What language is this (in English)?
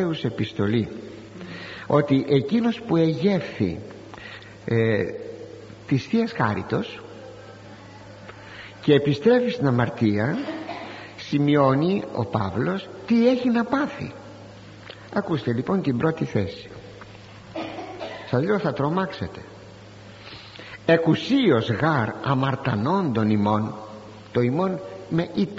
Greek